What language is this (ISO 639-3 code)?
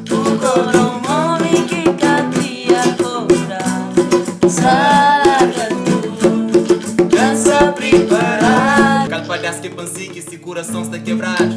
kea